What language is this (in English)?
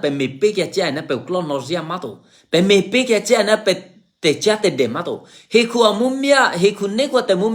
Eastern Kayah